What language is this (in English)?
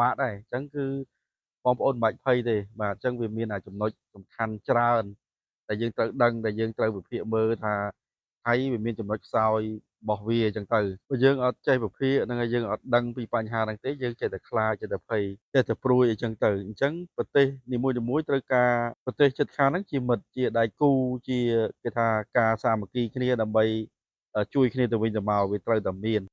Khmer